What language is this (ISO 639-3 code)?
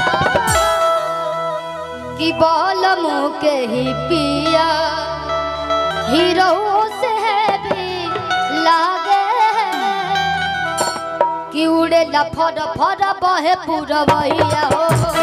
bho